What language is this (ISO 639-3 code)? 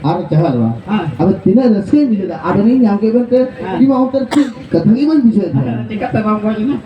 sat